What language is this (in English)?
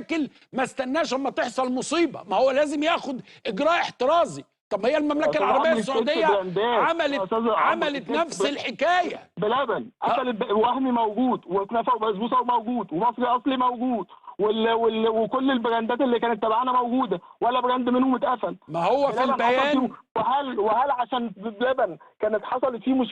Egyptian Arabic